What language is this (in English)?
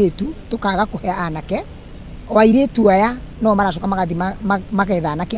Kikuyu